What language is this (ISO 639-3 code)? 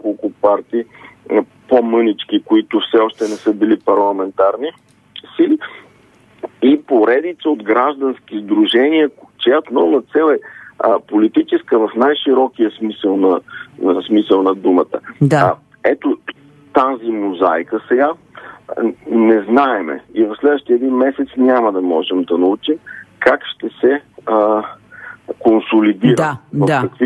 bul